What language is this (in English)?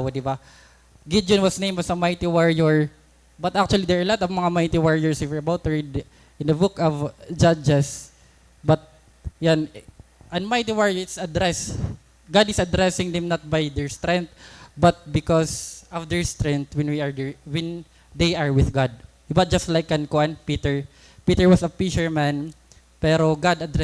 Waray